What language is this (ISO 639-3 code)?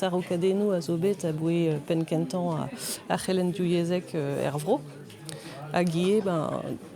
bre